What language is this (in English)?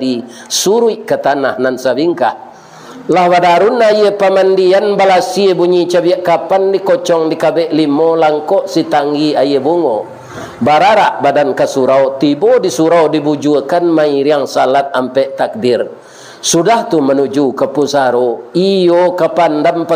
Minangkabau